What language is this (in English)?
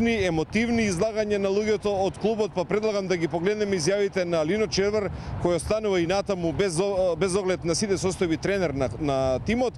Macedonian